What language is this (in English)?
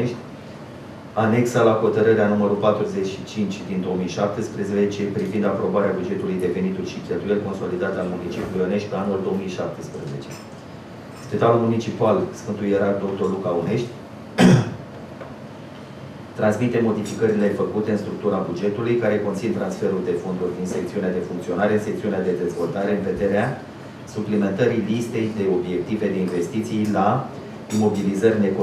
Romanian